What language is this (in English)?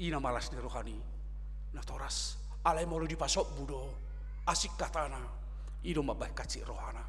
Batak Toba